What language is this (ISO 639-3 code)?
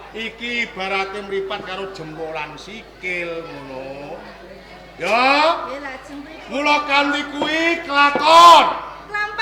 jav